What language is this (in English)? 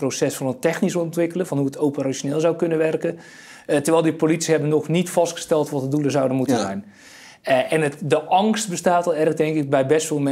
Dutch